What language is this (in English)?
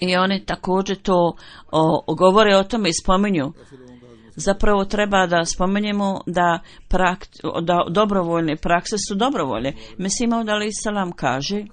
Bosnian